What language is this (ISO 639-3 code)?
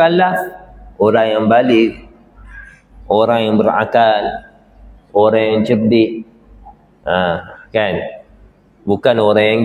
msa